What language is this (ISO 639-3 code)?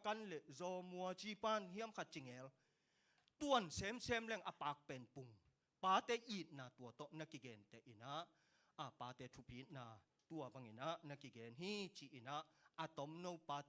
ctd